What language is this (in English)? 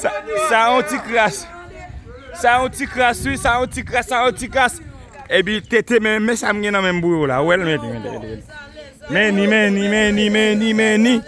Haitian Creole